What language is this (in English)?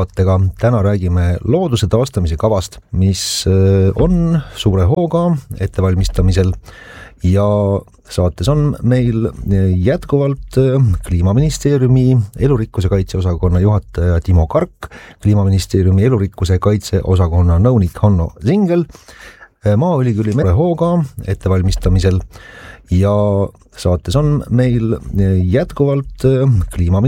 Estonian